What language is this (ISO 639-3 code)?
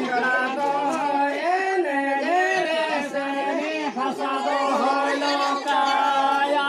sat